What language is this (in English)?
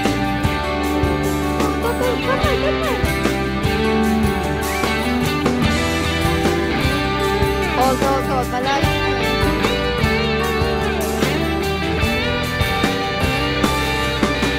Filipino